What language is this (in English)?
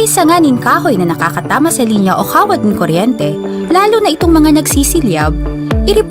Bikol